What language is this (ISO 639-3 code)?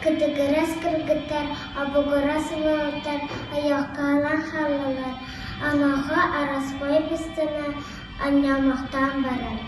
sah